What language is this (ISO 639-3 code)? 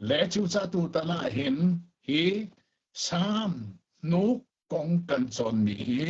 cnh